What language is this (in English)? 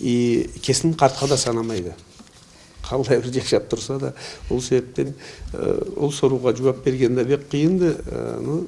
Karachay-Balkar